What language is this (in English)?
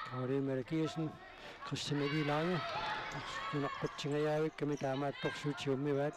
Kalaallisut